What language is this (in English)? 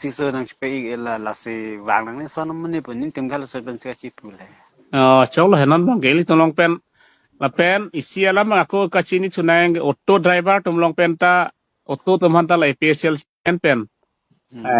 Karbi